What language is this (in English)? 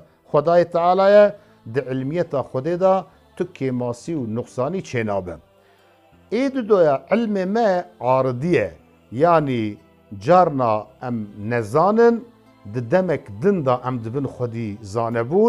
Kurdish